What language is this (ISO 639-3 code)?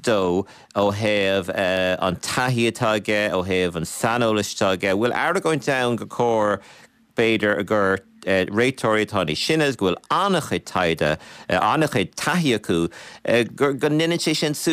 gle